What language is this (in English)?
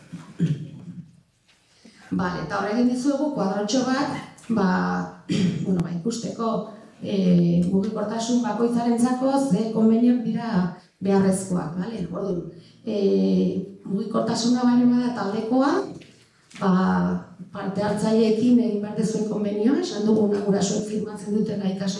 Basque